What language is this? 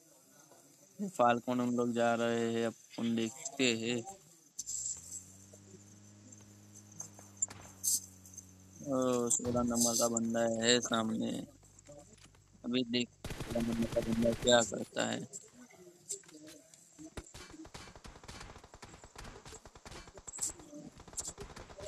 Hindi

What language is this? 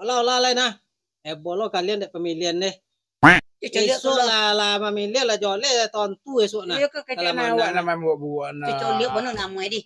Minangkabau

